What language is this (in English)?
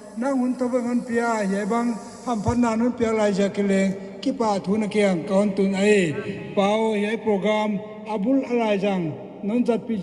Paite Chin